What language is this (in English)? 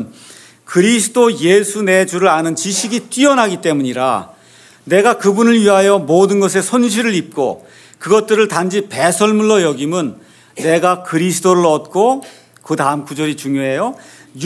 Korean